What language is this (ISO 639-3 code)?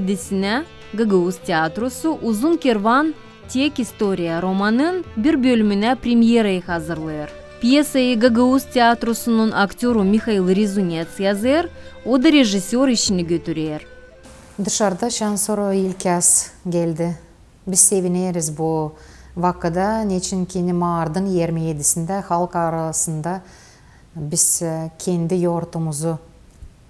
gag